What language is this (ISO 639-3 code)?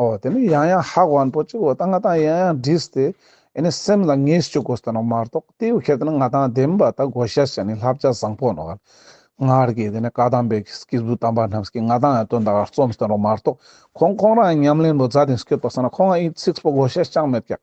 lbj